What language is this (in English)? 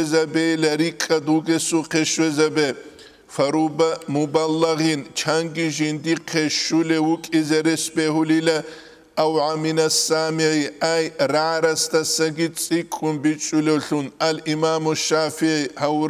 Avaric